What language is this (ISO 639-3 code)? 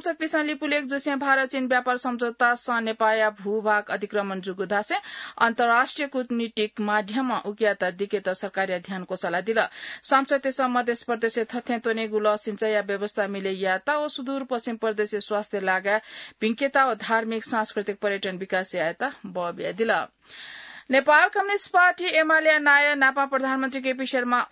new